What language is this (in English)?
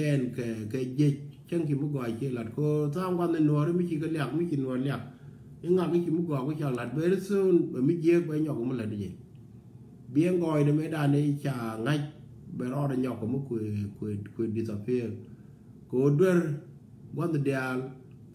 Nuer